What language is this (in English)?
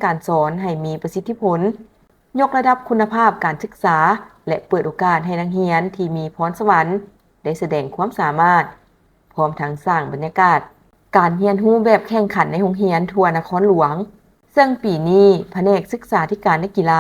Lao